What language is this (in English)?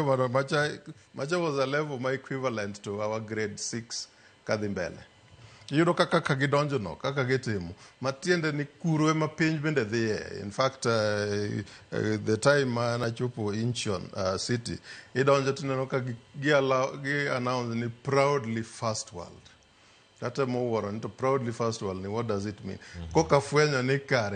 Luo (Kenya and Tanzania)